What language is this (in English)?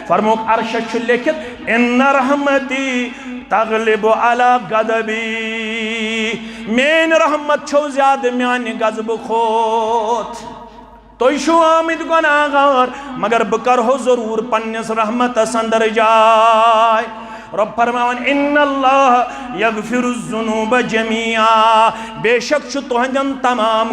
Kashmiri